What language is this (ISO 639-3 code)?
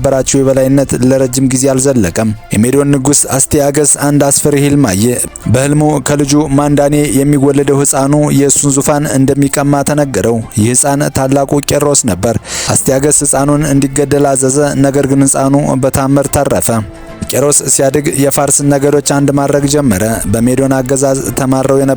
amh